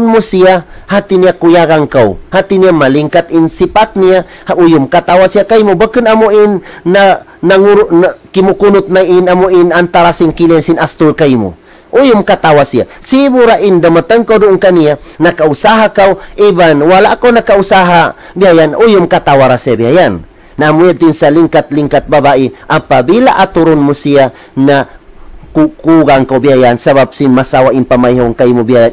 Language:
Tausug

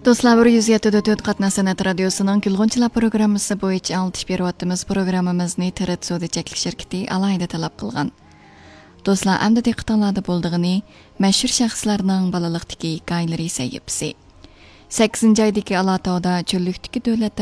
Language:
Uyghur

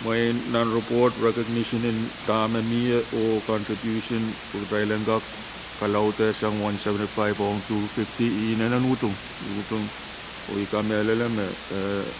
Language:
Pohnpeian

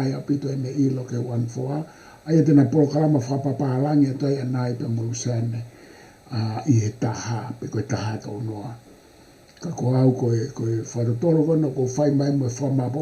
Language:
Tongan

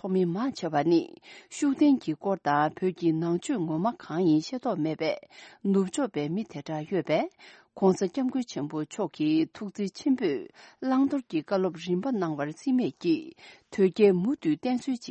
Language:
Tibetan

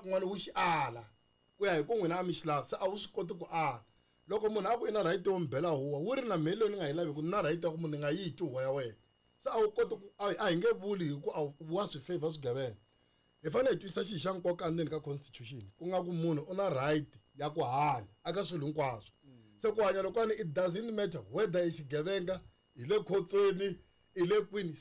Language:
Tsonga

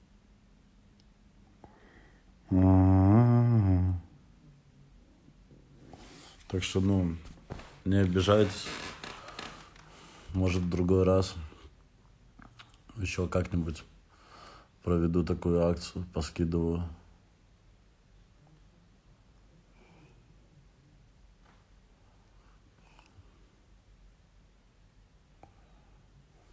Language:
Russian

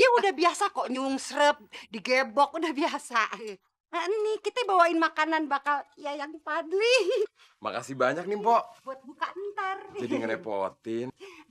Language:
Betawi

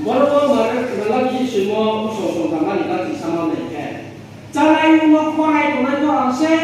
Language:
Riang (India)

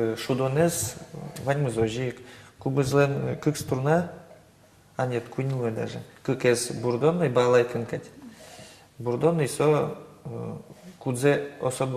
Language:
Udmurt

